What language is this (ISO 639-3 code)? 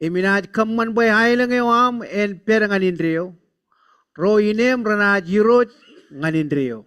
mah